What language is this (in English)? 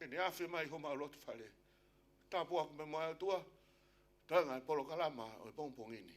Tongan